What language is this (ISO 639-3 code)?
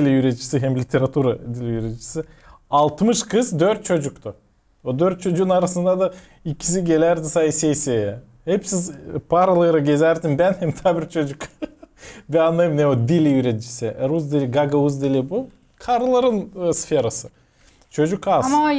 gag